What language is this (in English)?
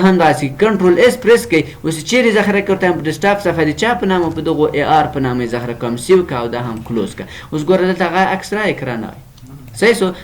Pashto